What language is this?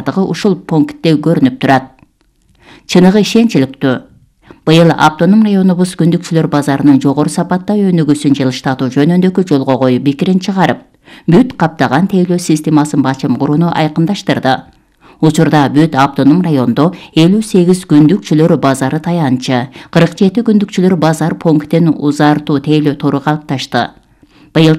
Kyrgyz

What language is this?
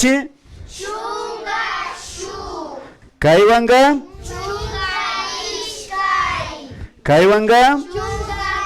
Imbabura Highland Quichua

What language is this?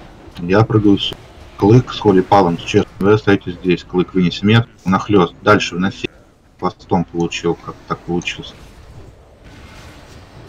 Russian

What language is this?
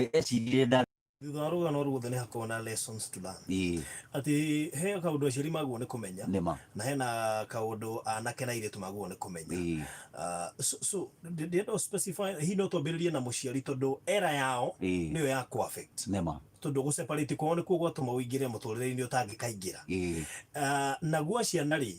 Kikuyu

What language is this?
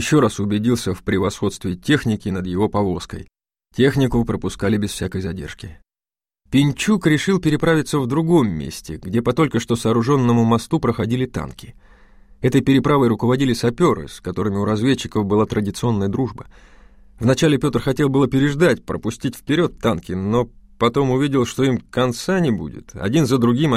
Russian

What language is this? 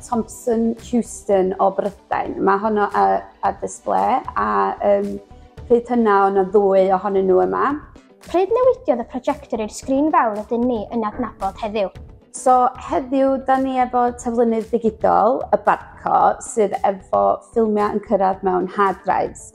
Welsh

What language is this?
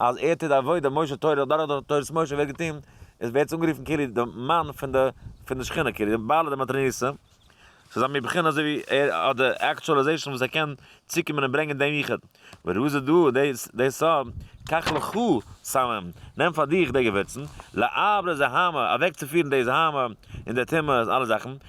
Yiddish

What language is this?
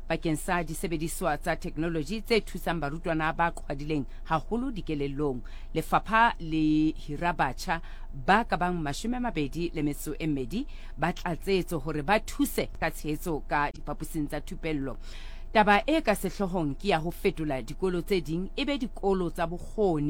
Southern Sotho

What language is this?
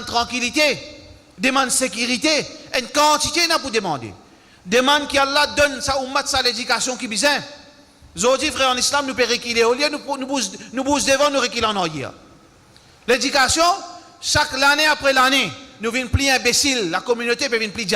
Morisyen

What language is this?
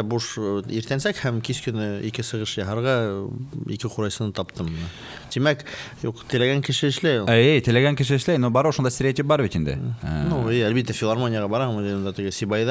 Bashkir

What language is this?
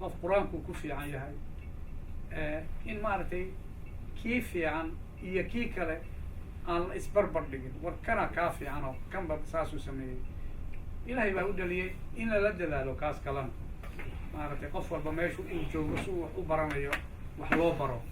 Somali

